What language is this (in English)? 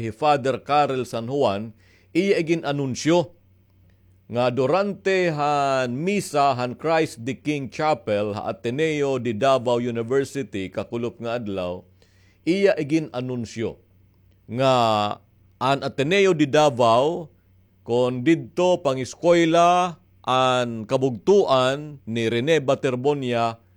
Waray